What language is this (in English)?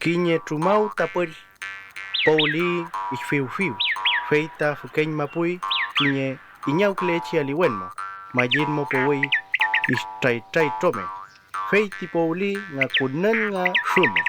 Mapuche